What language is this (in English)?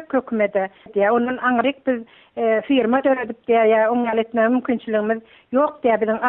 Turkmen